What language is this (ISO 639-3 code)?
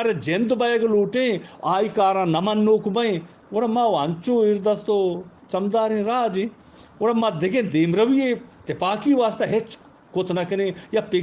bgp